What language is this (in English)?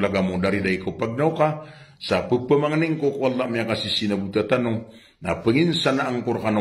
Maranao